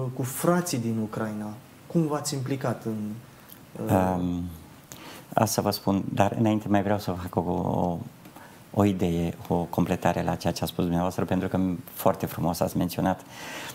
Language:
Romanian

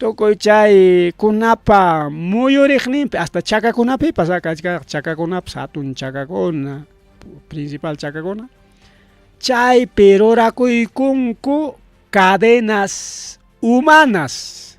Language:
Ayacucho Quechua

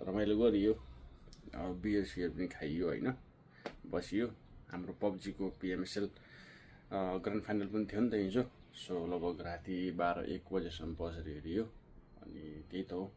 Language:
Nepali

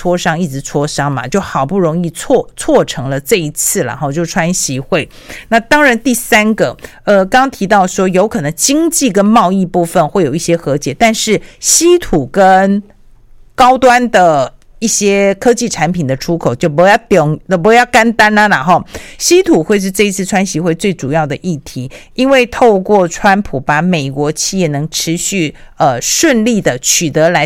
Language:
Chinese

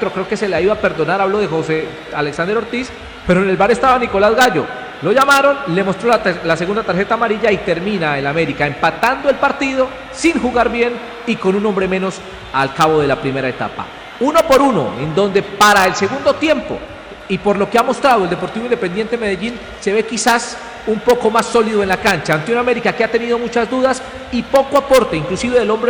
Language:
Spanish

